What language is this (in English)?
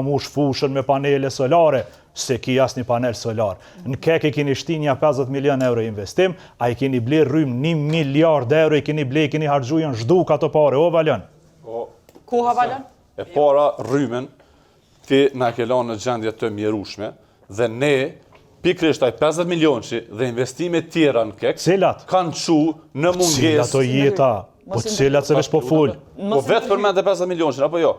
Albanian